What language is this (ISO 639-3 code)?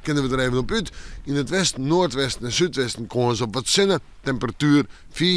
fry